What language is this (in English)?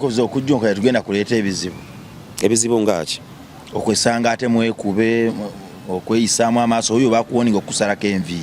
Ganda